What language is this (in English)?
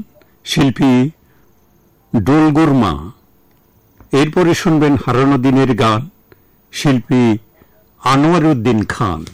Bangla